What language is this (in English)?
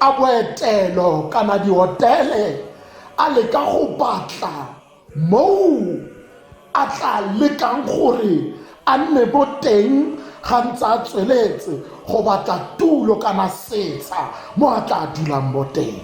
Tswana